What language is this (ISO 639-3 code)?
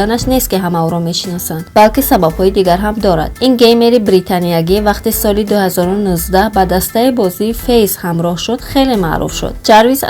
tgk